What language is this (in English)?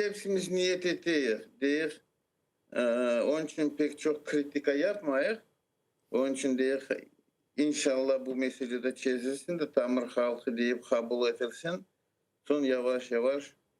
Crimean Tatar